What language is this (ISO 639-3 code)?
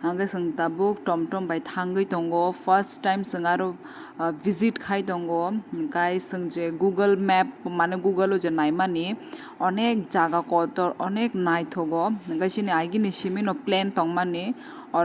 trp